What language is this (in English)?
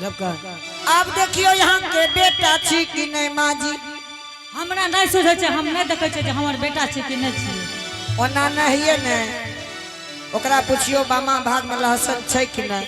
Angika